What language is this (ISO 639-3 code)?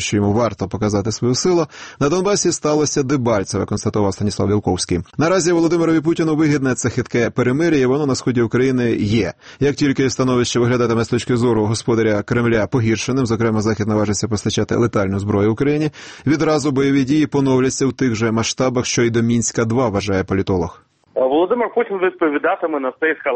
ukr